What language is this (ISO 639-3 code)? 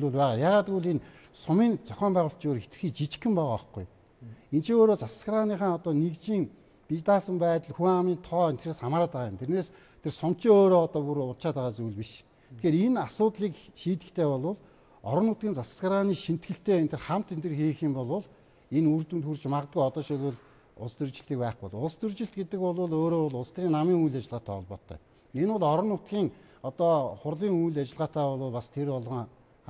mon